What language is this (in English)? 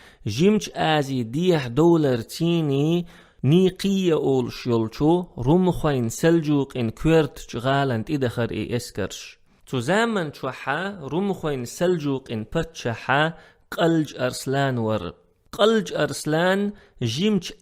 Chechen